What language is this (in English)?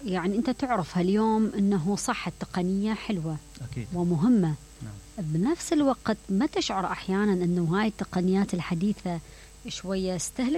Mesopotamian Arabic